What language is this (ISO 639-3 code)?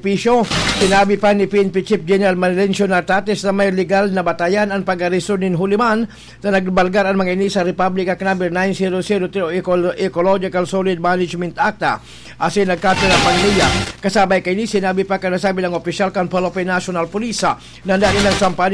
bik